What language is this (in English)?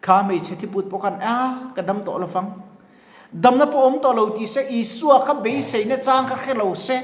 Mizo